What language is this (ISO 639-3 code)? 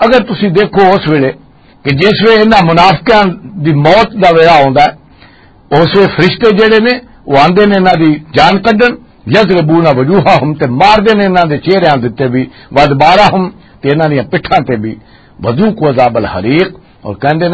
lah